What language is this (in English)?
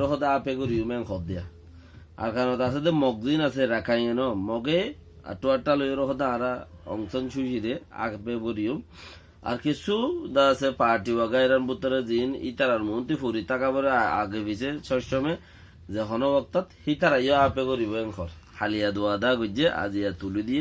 Rohingya